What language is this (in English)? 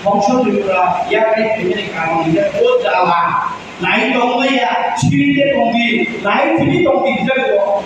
Kok Borok